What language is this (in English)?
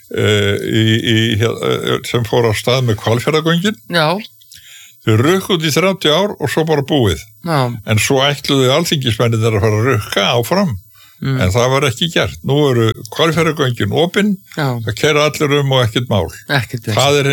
Icelandic